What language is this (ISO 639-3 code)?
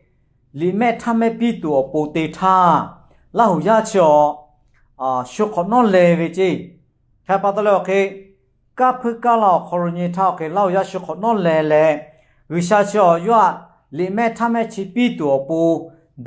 lhu